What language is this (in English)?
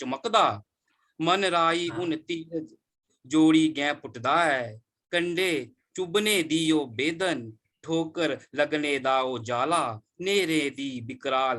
Dogri